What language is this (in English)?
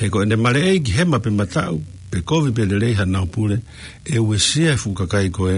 Tongan